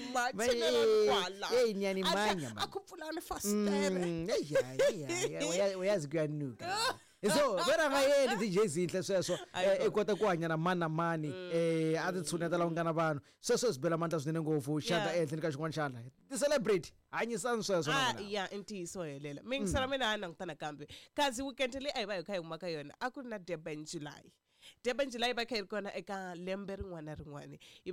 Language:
Tsonga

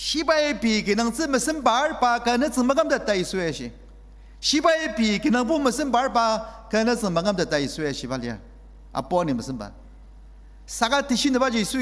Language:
Ao Naga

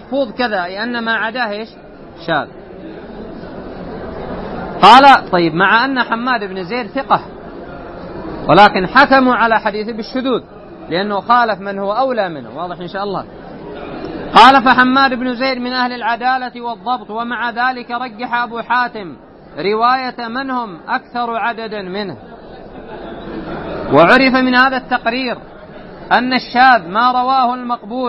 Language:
Arabic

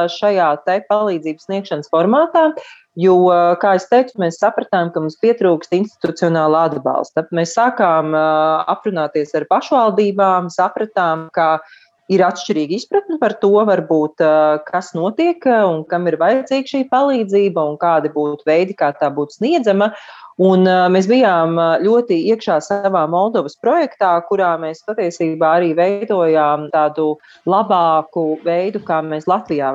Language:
Latvian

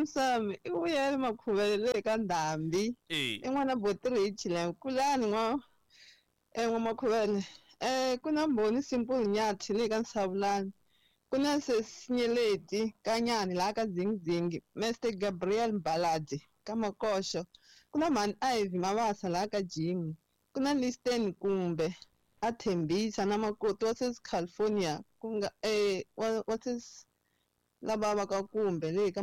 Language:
Tsonga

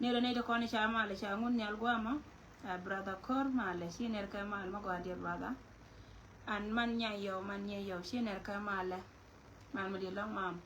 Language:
Nuer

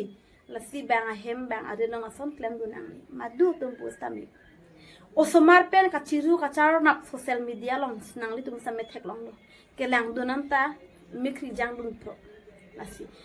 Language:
Karbi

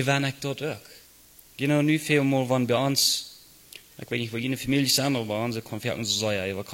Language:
Plautdietsch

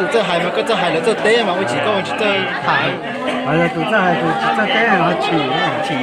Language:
Hmong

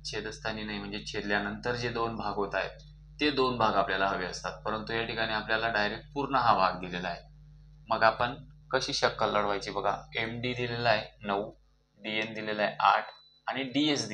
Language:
Marathi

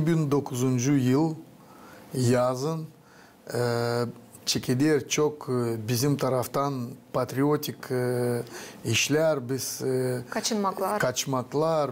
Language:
Gagauz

